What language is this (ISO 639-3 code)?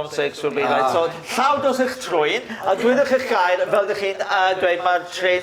cym